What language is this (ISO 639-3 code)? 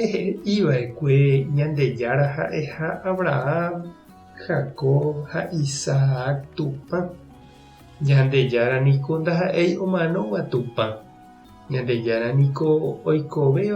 grn